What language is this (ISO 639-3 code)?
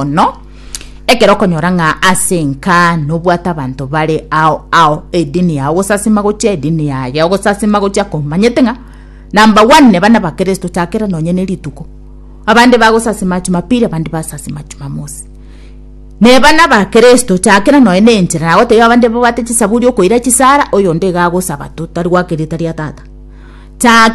guz